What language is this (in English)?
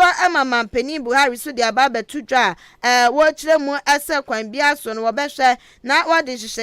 Akan